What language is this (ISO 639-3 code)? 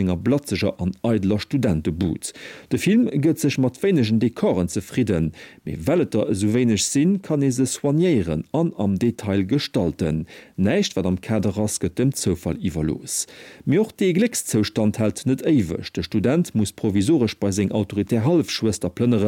ltz